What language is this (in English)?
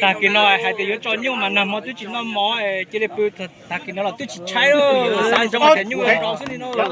Hmong